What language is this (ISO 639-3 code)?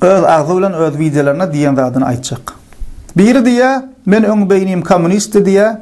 tuk